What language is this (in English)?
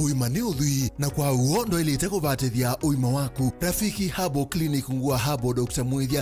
Kamba